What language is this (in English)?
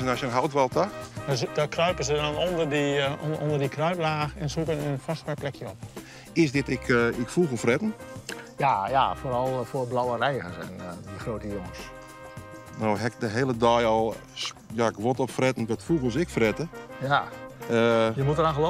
Western Frisian